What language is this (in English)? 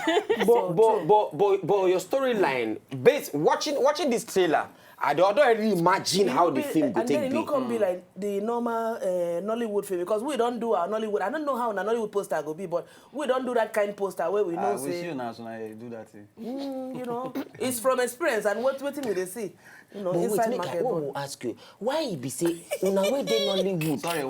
Nigerian Pidgin